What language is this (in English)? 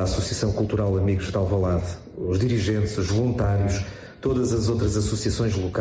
Portuguese